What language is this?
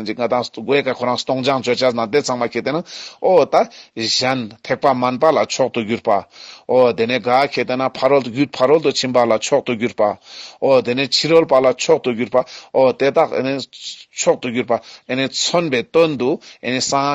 Ladakhi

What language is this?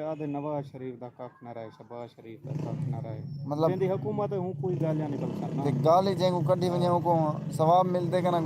Saraiki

